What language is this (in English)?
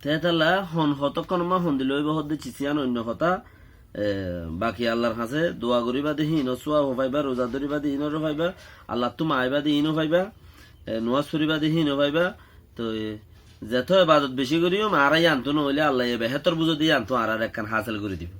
Rohingya